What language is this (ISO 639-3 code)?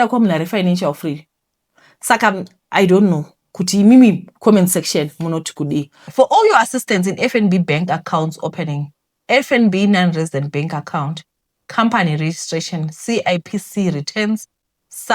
sna